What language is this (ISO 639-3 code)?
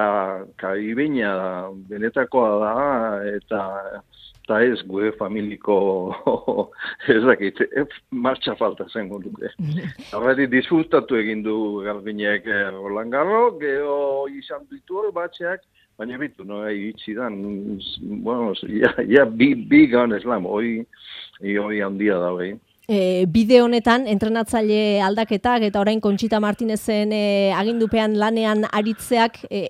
eus